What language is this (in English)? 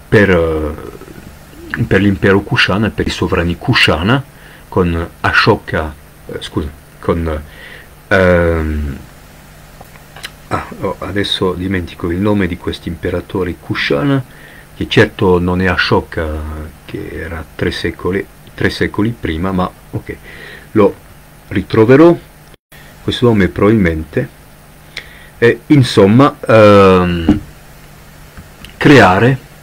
Italian